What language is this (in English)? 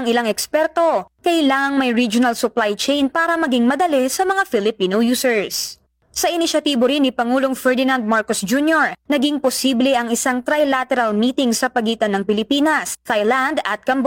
Filipino